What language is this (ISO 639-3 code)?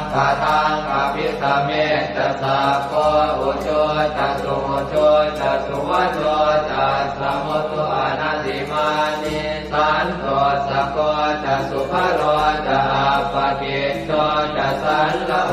pli